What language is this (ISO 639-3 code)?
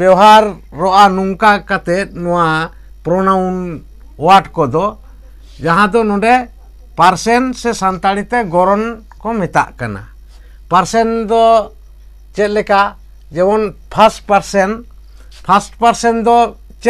sat